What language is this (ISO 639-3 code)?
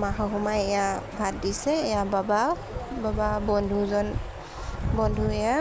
asm